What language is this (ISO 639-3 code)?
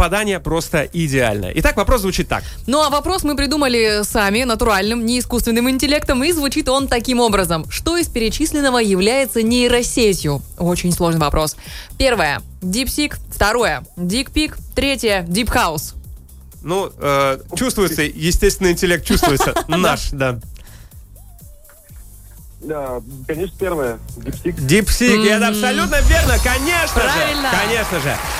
rus